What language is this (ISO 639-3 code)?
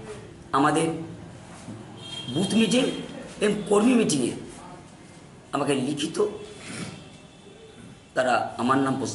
ben